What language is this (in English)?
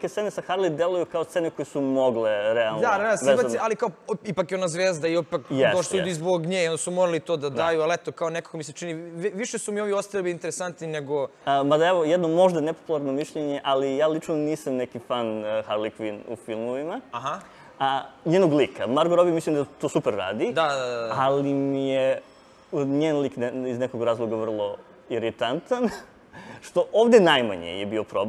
Serbian